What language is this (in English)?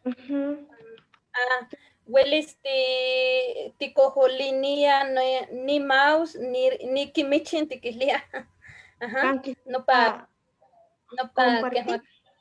Eastern Huasteca Nahuatl